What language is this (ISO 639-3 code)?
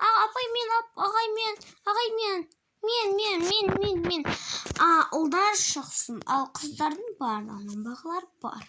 kaz